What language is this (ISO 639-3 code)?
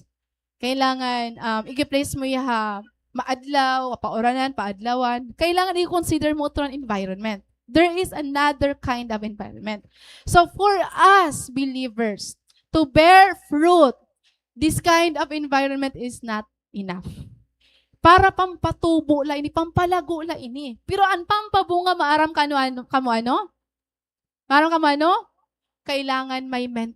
war